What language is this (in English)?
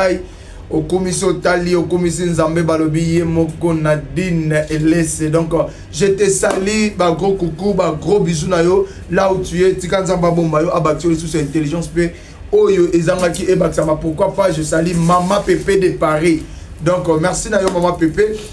Lingala